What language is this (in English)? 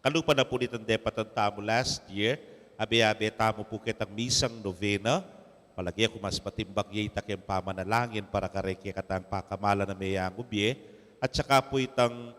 Pampanga